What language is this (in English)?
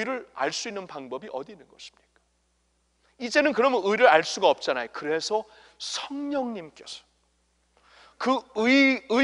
Korean